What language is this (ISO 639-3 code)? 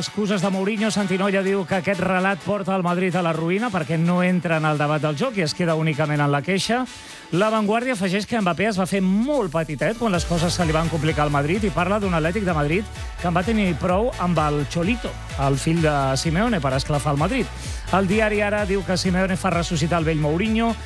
cat